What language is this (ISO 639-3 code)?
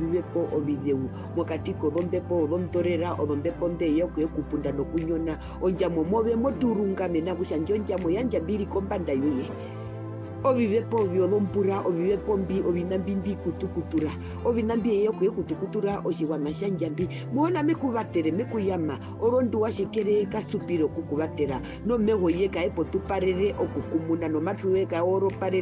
her